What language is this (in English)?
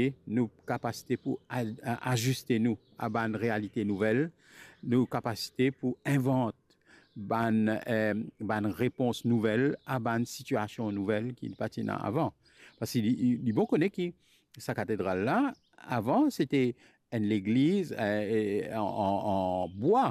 Morisyen